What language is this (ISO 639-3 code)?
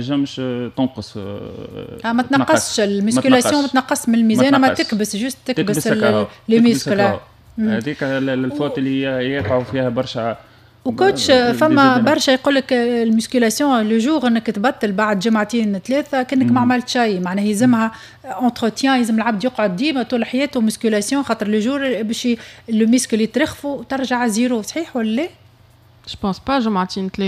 aeb